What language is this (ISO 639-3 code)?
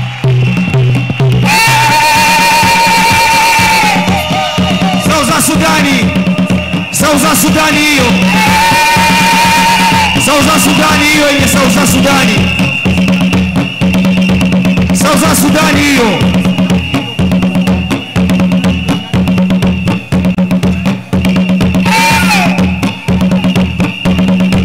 kin